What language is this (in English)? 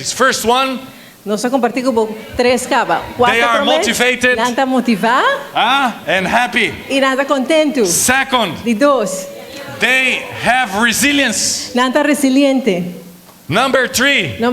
Papiamento